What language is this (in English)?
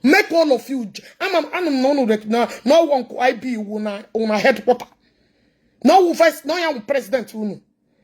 Igbo